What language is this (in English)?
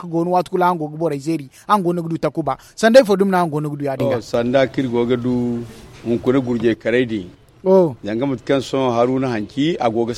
Zarma